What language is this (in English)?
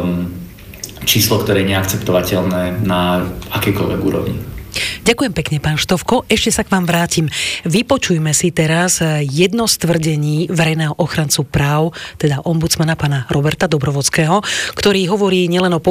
Slovak